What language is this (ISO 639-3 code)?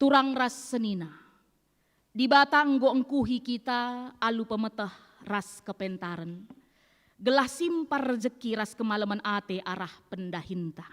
btx